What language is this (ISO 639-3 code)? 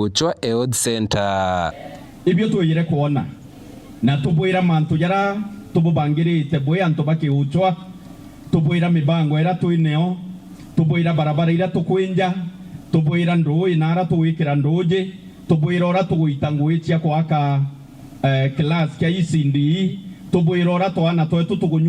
mer